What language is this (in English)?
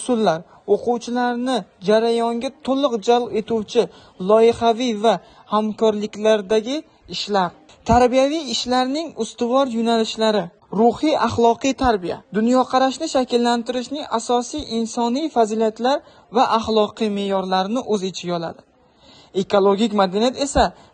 Uzbek